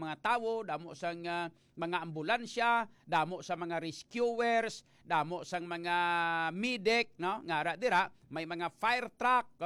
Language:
Hiligaynon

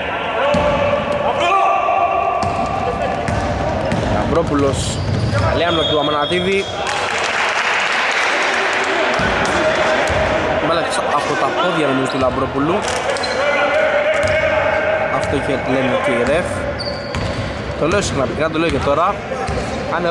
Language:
Greek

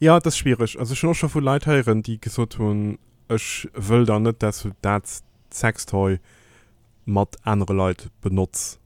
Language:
Luxembourgish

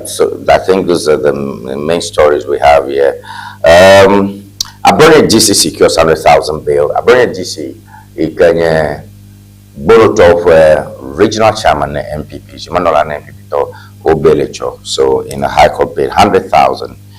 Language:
Ewe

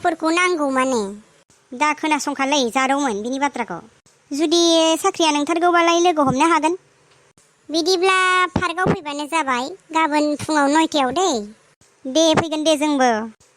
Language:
Bodo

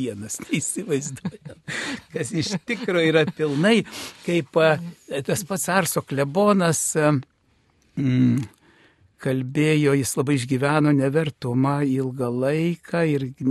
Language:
Lithuanian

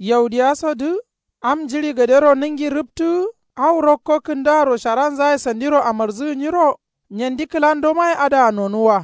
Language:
Kanuri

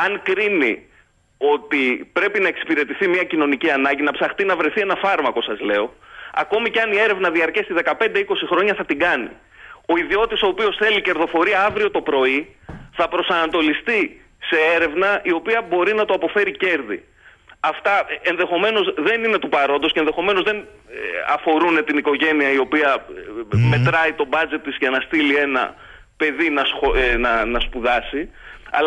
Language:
Greek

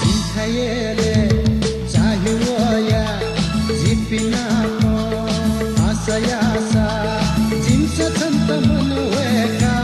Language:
Newari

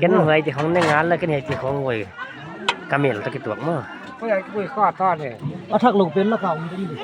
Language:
Paite Chin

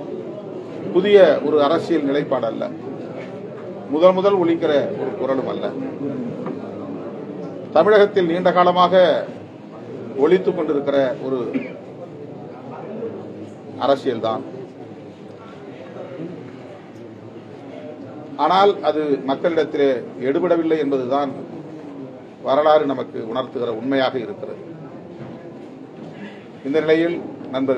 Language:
Tamil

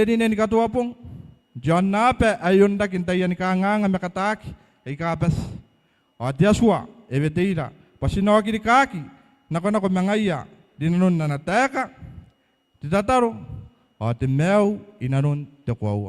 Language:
Gilbertese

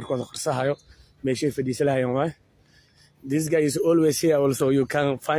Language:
Somali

